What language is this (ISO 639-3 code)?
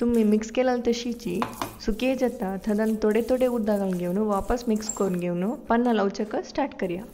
kok